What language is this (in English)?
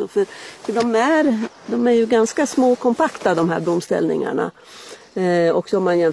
Swedish